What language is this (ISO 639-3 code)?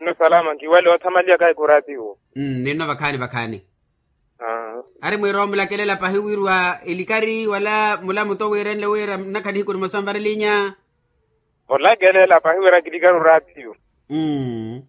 vmw